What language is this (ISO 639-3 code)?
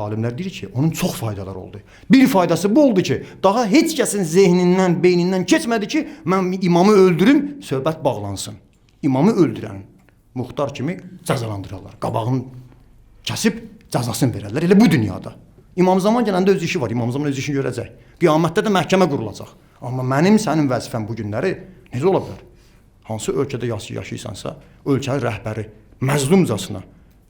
aze